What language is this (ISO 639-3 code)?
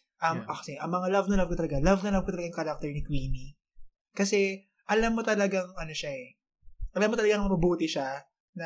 fil